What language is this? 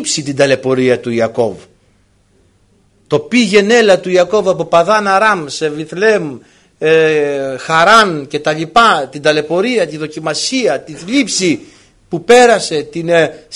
Greek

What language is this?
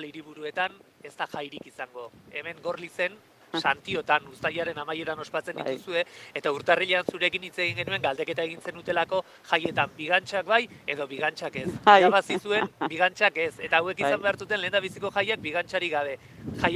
Basque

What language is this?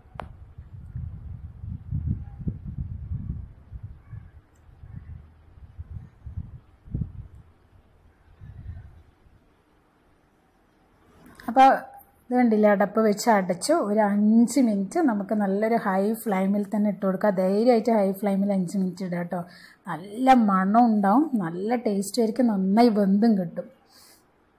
Malayalam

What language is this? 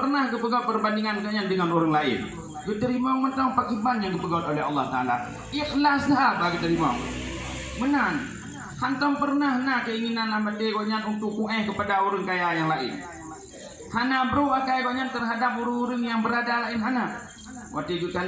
Achinese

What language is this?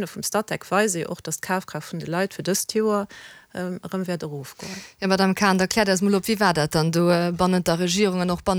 Luxembourgish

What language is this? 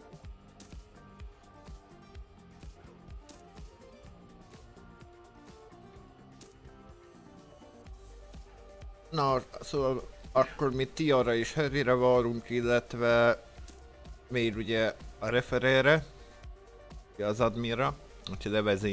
Hungarian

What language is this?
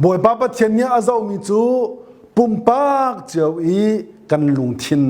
Hakha Chin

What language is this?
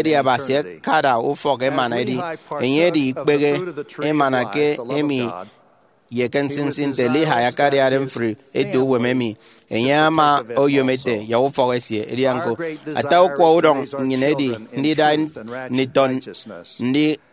Efik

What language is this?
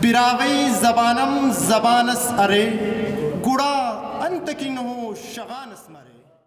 Brahui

